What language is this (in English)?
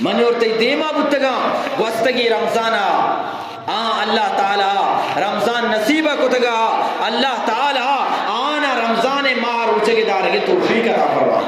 Eastern Balochi